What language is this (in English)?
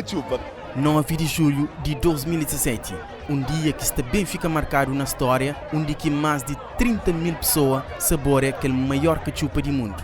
Kabuverdianu